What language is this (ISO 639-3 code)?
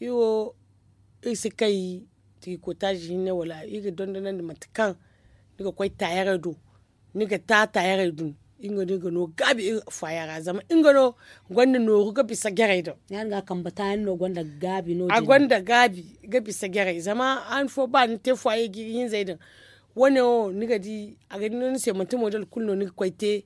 dje